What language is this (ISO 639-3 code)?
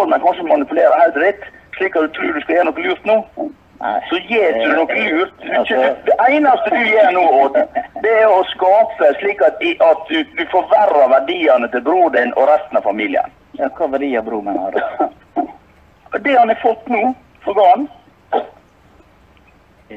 nor